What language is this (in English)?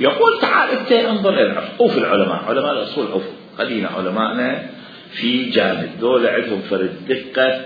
Mesopotamian Arabic